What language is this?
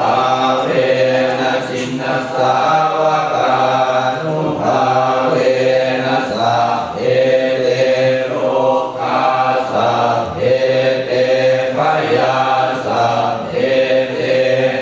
Pali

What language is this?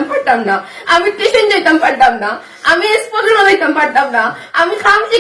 Sylheti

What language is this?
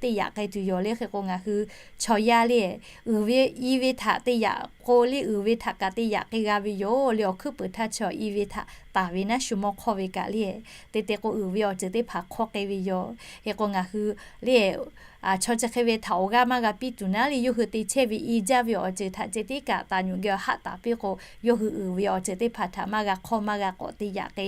Lahu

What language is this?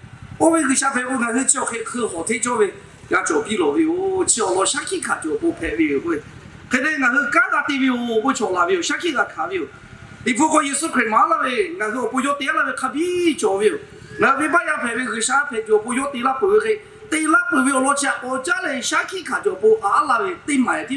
Lahu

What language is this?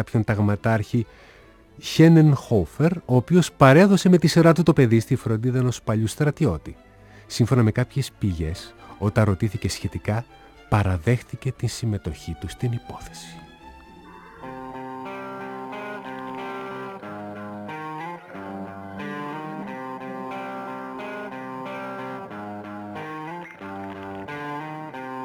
Greek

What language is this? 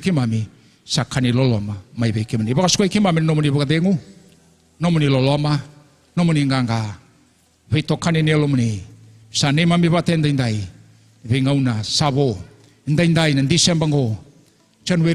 Fijian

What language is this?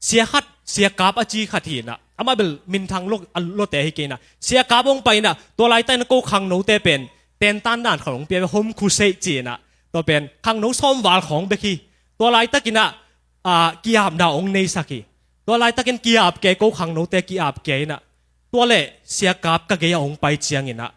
Tedim Chin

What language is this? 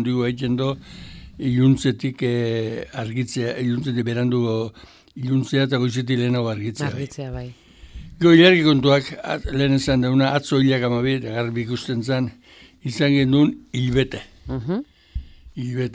Basque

